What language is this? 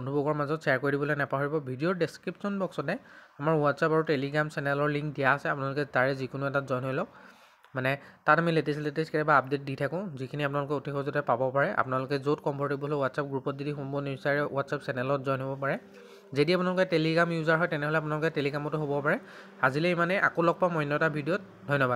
Assamese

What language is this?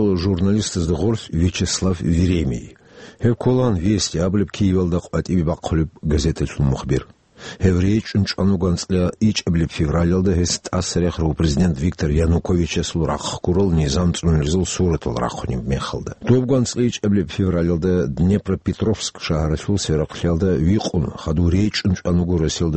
Avaric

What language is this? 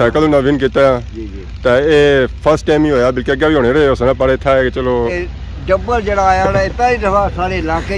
Pahari-Potwari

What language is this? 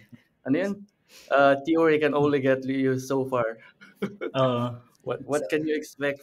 Filipino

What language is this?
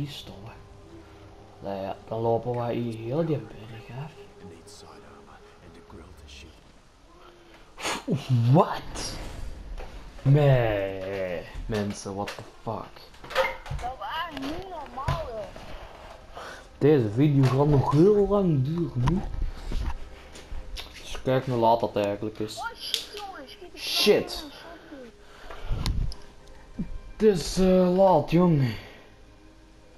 Dutch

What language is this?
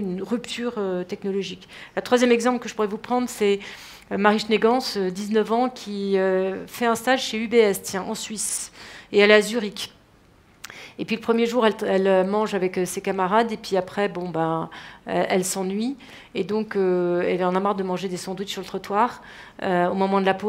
French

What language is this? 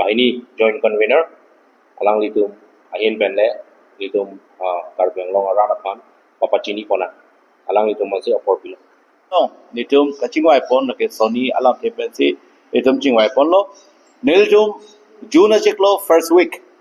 Karbi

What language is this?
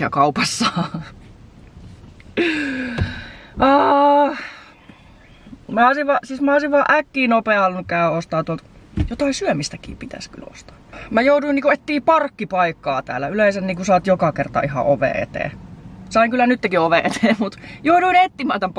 Finnish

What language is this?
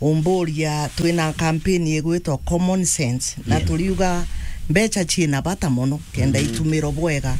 Meru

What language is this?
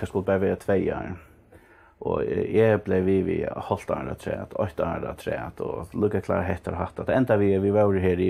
Faroese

